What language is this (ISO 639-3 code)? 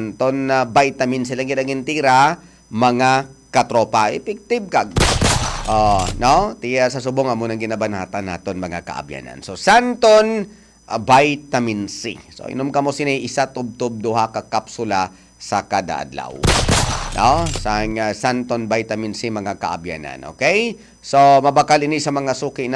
hil